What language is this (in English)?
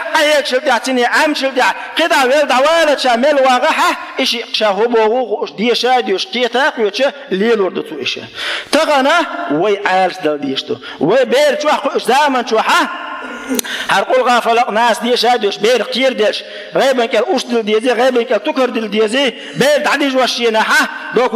Chechen